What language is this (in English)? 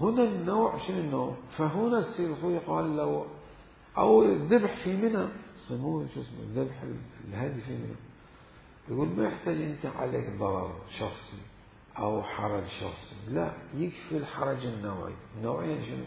Mesopotamian Arabic